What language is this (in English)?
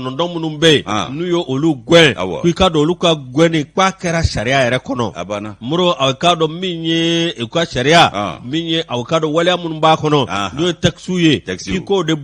Bambara